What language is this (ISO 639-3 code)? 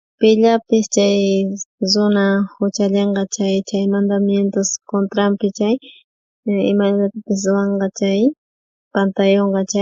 quh